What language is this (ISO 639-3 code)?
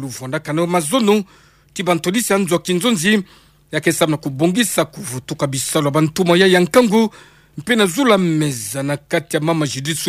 ktu